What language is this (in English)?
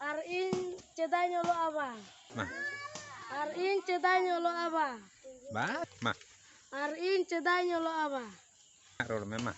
Santali